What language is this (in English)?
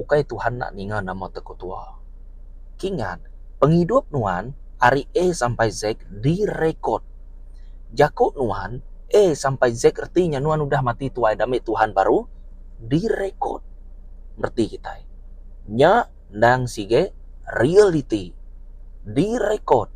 Iban